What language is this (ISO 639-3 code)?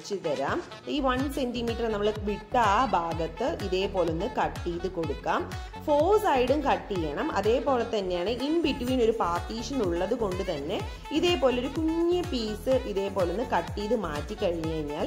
mal